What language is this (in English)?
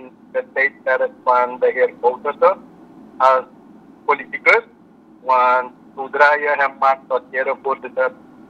Dutch